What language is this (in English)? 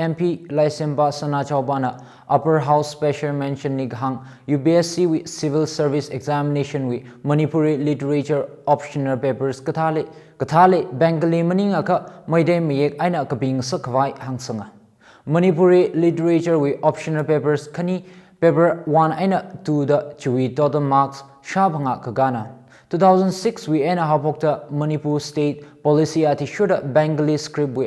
Tangkhul Naga (India)